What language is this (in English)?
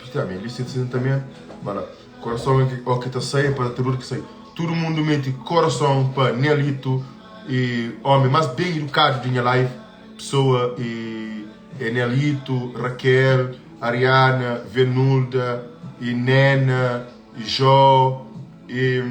Kabuverdianu